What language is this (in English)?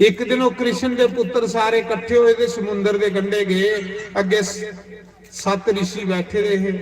Dogri